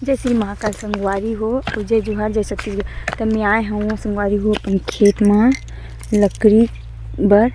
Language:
Chhattisgarhi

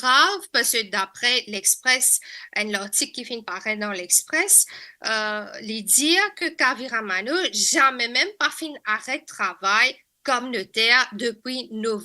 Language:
Morisyen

